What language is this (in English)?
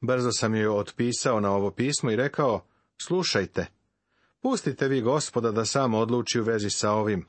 Serbian